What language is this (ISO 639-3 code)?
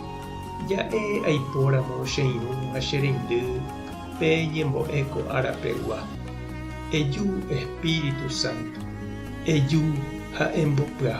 grn